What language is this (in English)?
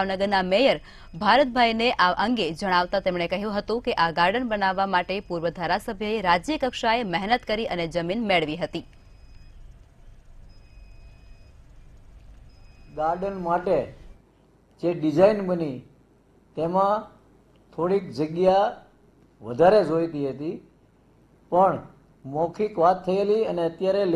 Gujarati